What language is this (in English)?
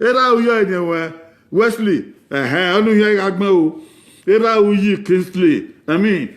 Bini